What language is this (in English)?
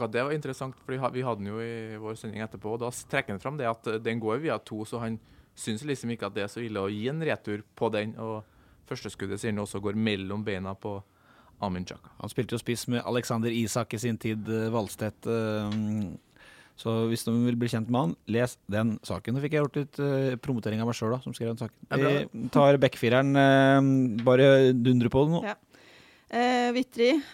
Norwegian